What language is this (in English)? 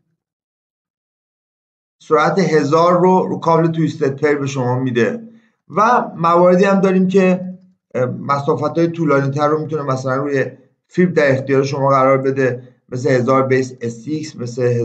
Persian